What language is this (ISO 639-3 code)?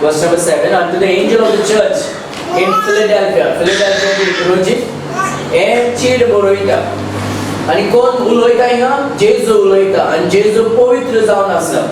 kok